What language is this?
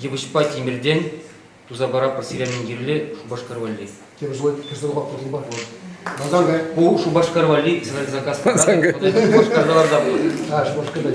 Chuvash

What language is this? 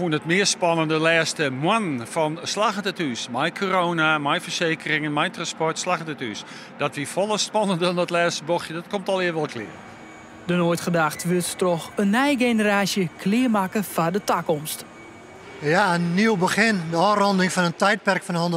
Western Frisian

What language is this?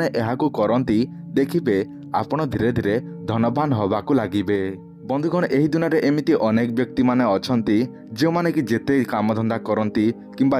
Odia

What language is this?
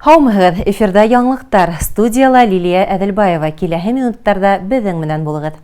Bashkir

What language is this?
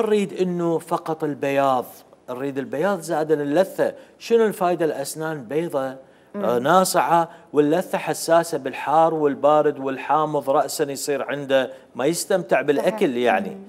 Mesopotamian Arabic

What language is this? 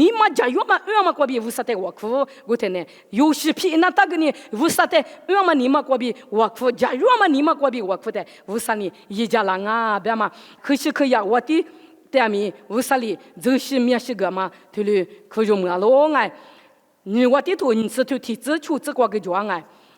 Lisu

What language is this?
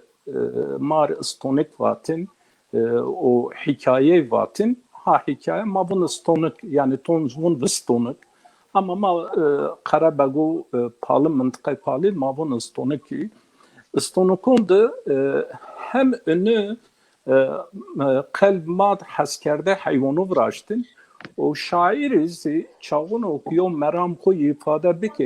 Zaza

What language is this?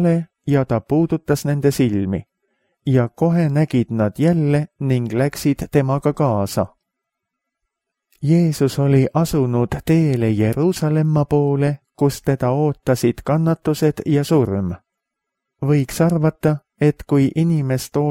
Estonian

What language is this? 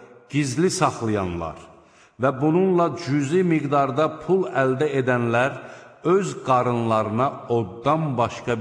Azerbaijani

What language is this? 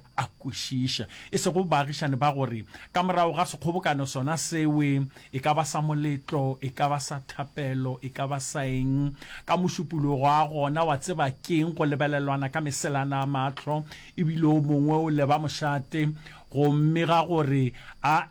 Northern Sotho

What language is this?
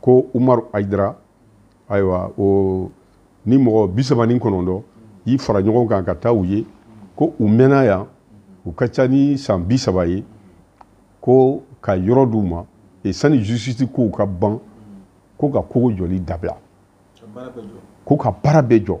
Bambara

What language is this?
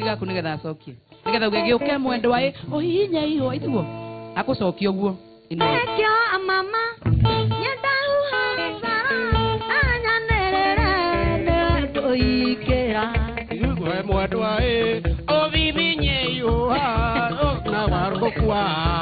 Kikuyu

